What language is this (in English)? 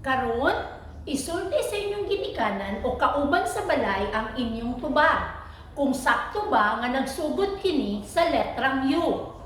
Cebuano